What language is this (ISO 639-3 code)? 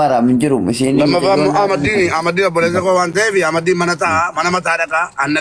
orm